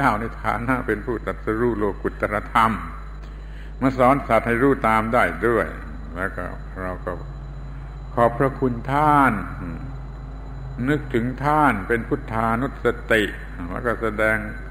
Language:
Thai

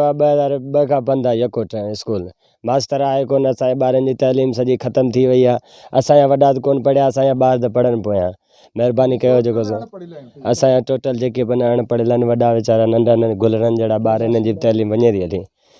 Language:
Sindhi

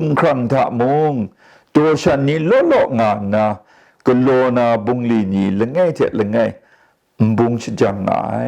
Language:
Kachin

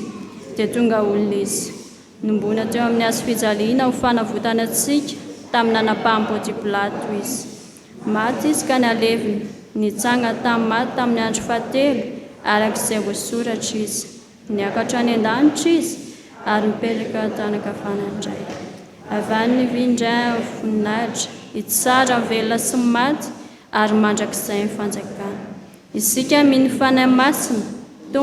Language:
Malagasy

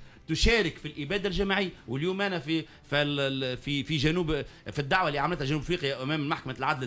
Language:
Tunisian Arabic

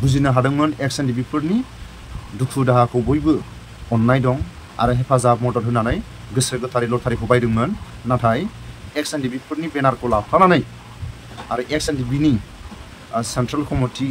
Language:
Bodo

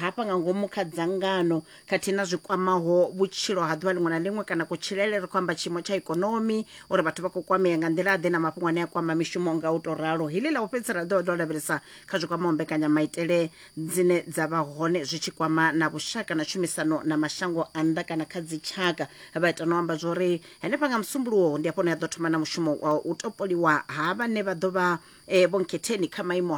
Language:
Venda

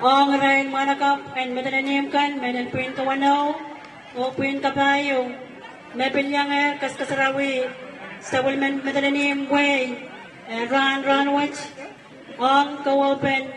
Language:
Pohnpeian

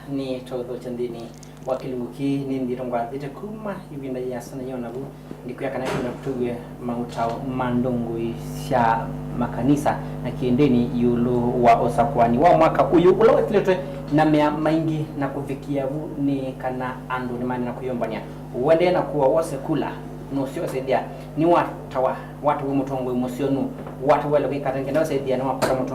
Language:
Kamba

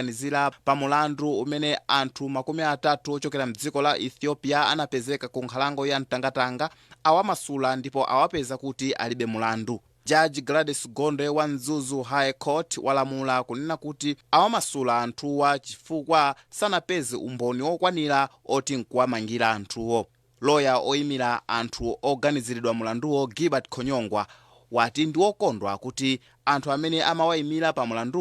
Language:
Nyanja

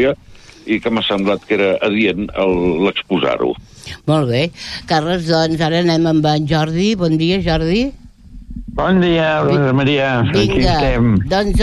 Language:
Catalan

